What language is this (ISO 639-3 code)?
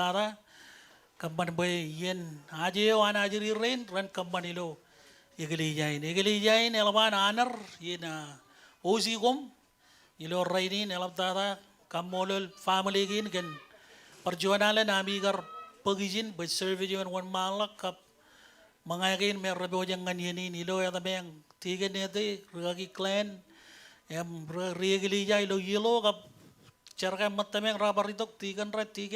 mah